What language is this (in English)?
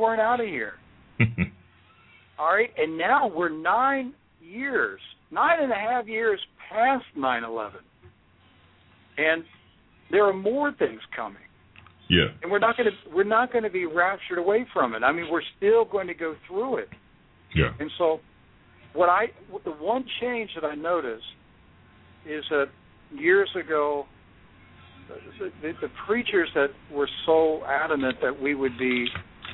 English